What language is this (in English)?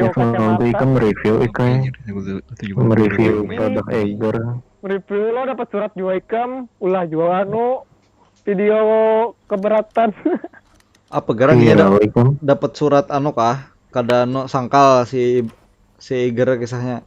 Banjar